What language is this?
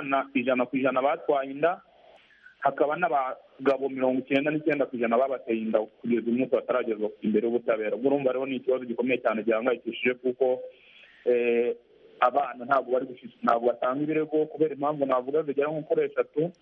Kinyarwanda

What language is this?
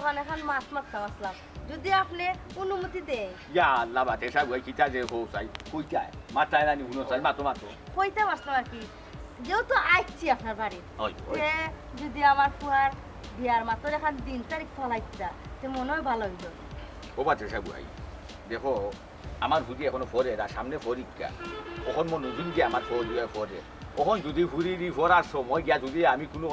Sylheti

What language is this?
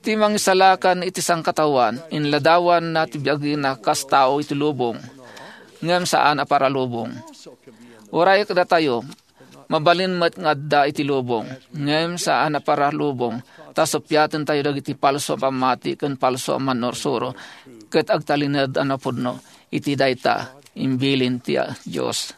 Iloko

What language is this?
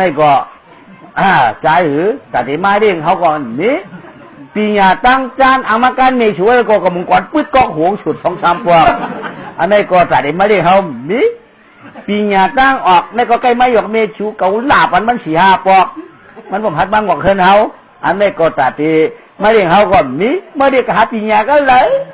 Shan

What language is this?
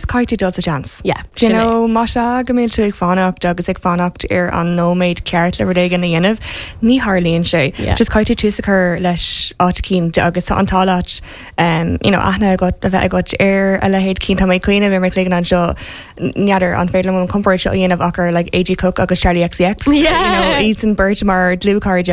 Irish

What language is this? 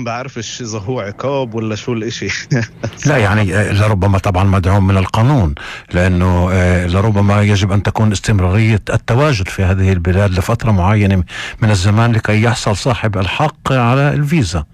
North Levantine Arabic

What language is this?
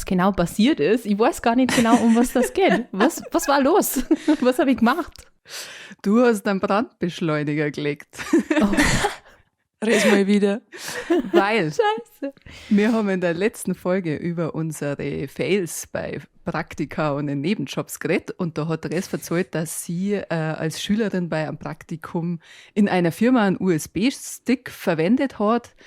Bavarian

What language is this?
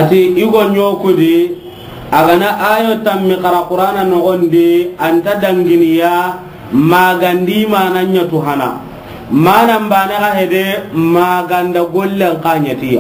Soninke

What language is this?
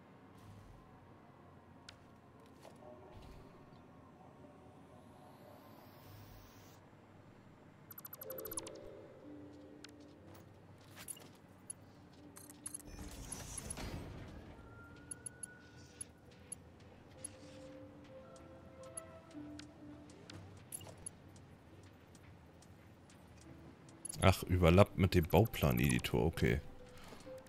German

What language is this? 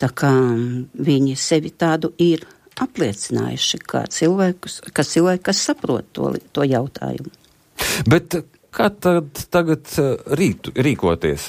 Latvian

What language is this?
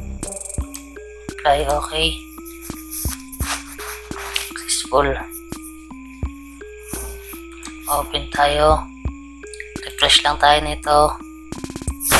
Filipino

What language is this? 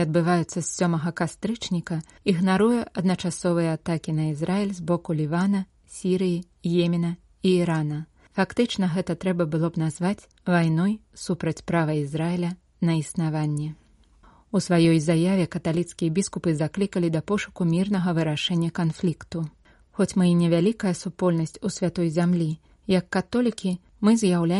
Belarusian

